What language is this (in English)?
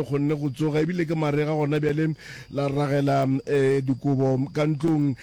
Northern Sotho